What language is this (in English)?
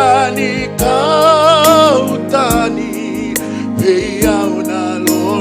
Fijian